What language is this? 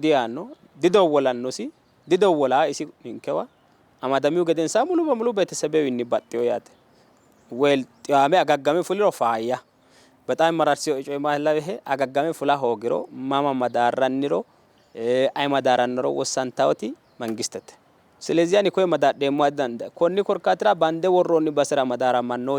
Sidamo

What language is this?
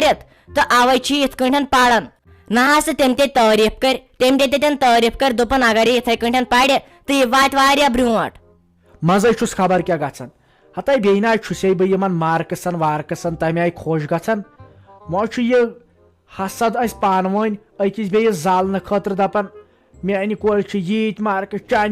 Kashmiri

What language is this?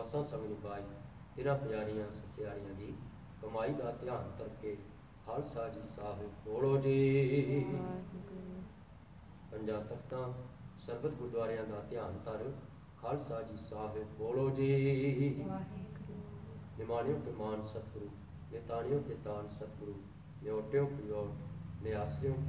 Punjabi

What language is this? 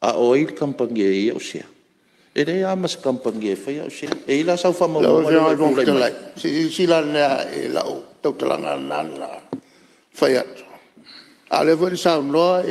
Samoan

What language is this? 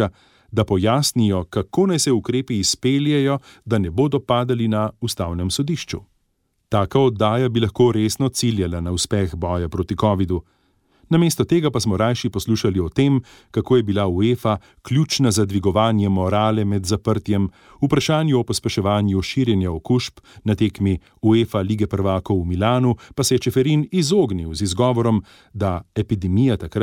Slovenian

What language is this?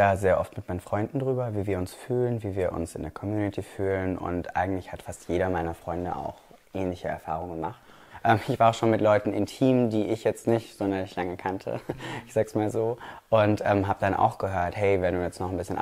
German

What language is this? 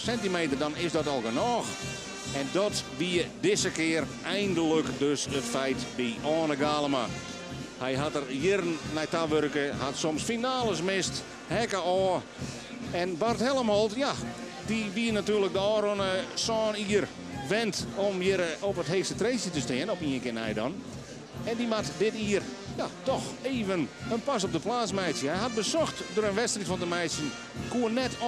Western Frisian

